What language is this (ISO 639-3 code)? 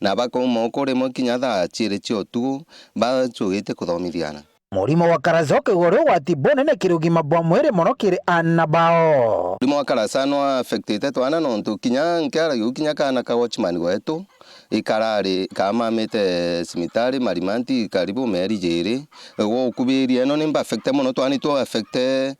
mer